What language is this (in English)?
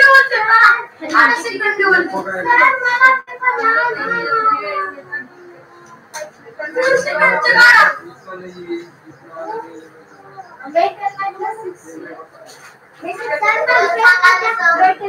Marathi